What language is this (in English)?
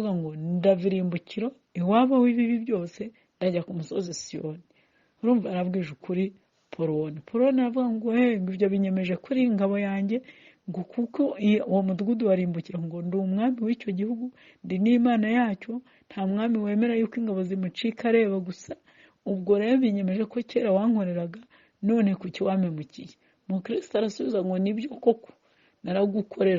Kinyarwanda